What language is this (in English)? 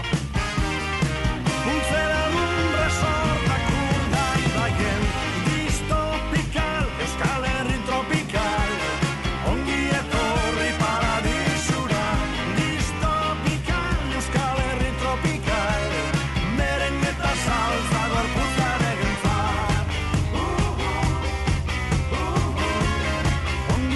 Basque